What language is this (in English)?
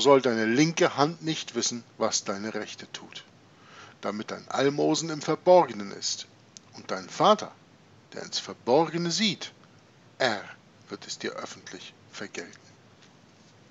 German